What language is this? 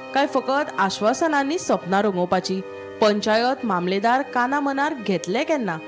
Konkani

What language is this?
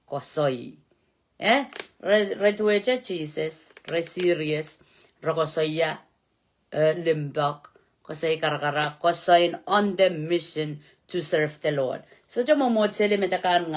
Pohnpeian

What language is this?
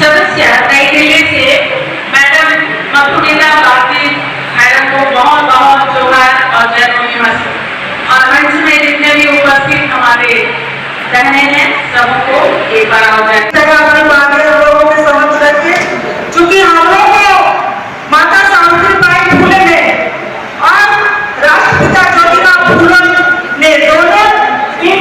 Santali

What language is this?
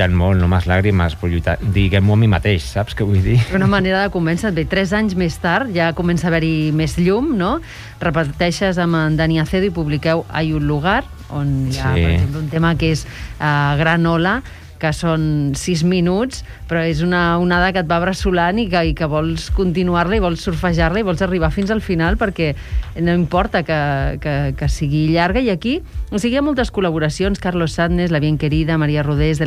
Catalan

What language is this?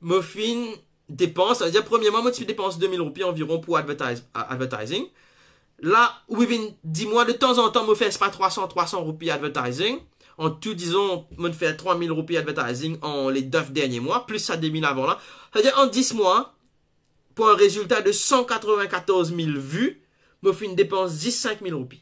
Morisyen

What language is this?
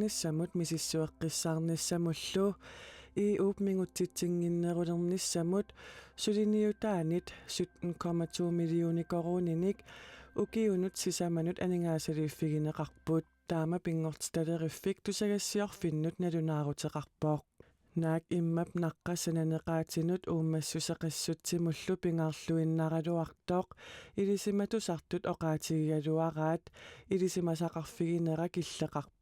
Kalaallisut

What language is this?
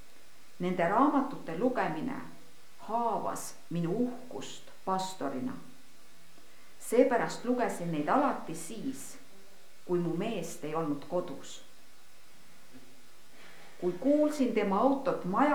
Estonian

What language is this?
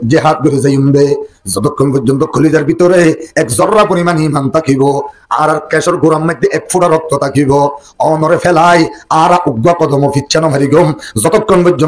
Rohingya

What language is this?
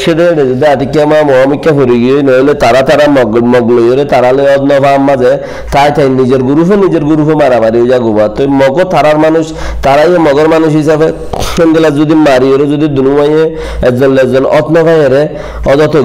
Rohingya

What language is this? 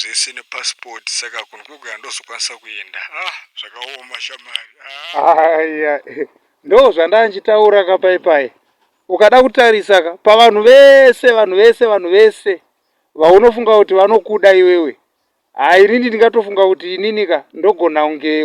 Shona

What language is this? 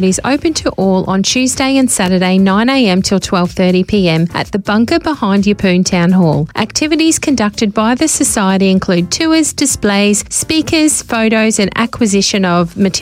English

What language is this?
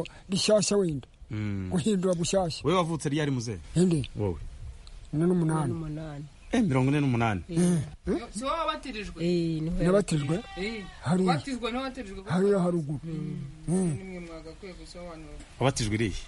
Kinyarwanda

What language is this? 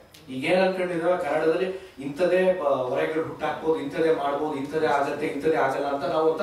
Kannada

